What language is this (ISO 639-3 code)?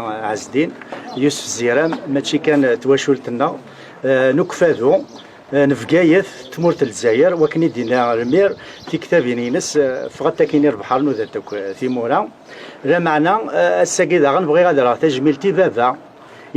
kab